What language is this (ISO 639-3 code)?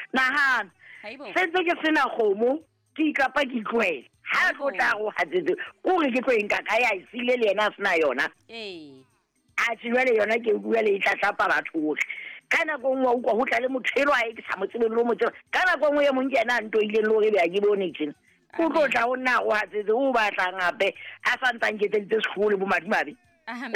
sot